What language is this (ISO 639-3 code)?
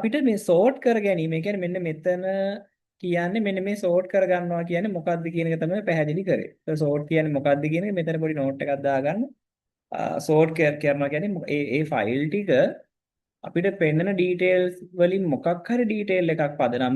sin